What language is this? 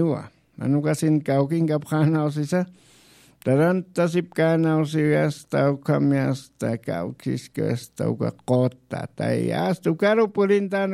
Aymara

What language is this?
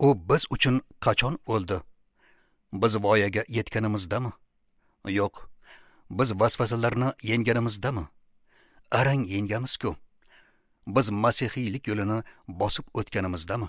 Uzbek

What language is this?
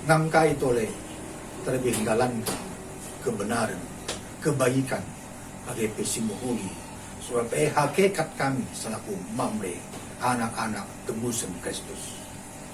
Batak Karo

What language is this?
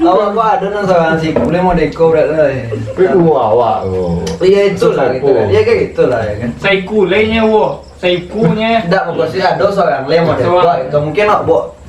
Minangkabau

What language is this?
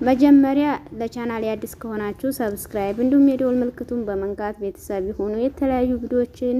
Amharic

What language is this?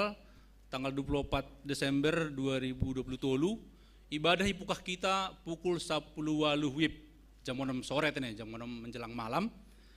Batak Simalungun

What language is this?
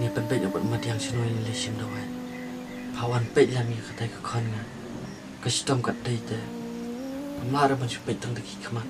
Khasi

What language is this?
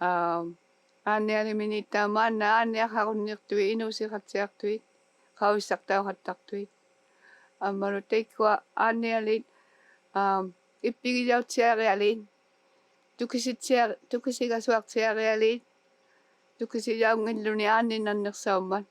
Inuktitut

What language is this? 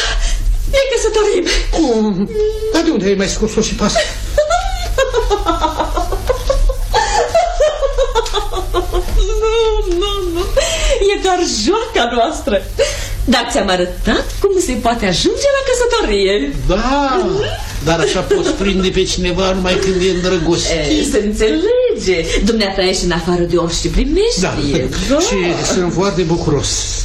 Romanian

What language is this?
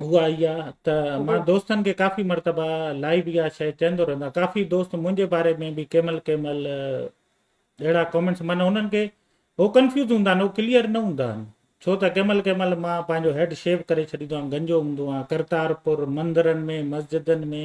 Sindhi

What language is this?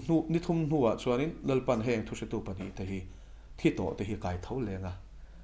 Mizo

